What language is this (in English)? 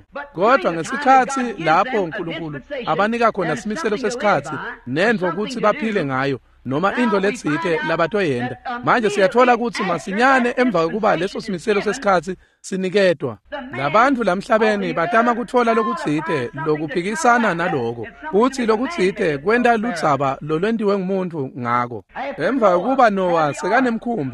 Swati